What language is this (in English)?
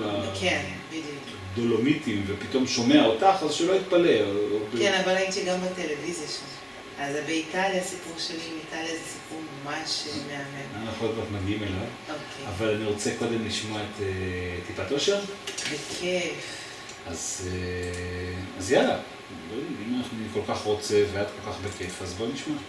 Hebrew